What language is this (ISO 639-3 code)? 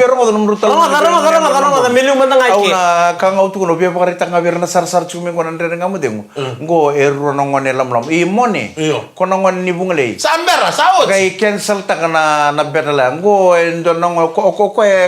fij